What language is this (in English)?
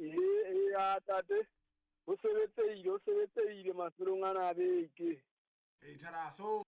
Southern Sotho